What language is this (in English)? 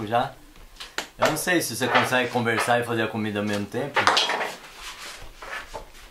Portuguese